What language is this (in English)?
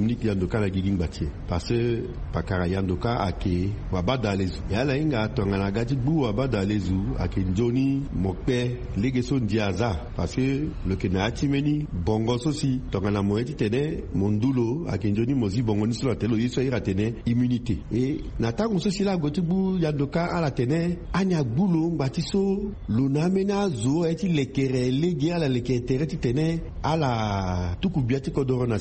Sango